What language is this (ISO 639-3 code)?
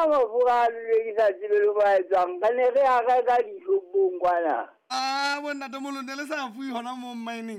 sot